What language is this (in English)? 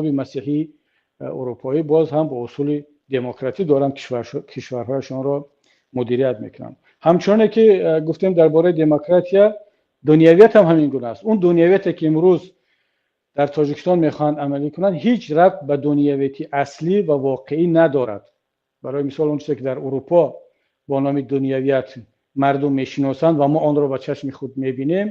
Tajik